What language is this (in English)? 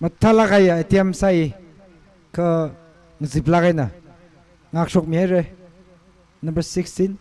Tangkhul Naga (India)